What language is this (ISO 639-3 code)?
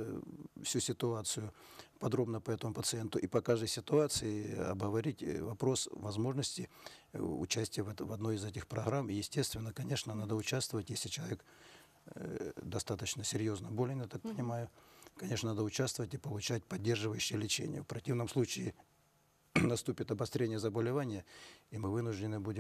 rus